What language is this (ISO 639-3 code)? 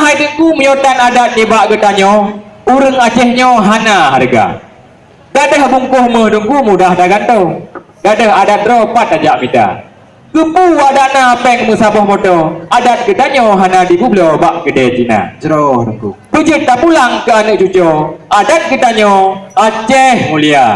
ace